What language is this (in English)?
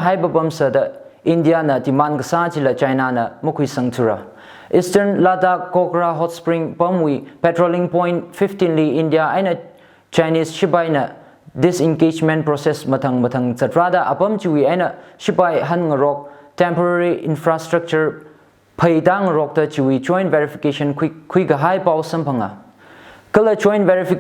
Tangkhul Naga (India)